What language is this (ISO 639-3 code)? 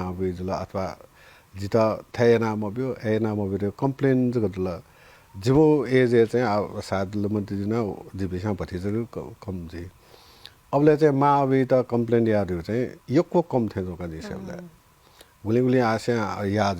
new